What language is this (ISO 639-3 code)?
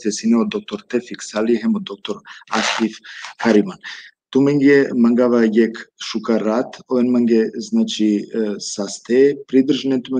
rmn